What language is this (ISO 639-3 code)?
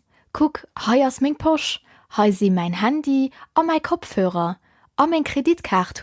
ltz